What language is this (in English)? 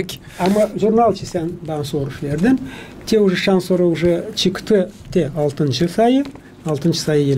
Gagauz